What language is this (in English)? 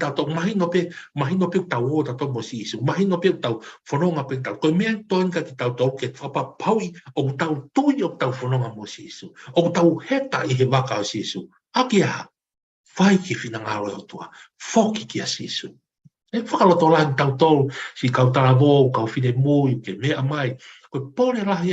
Tongan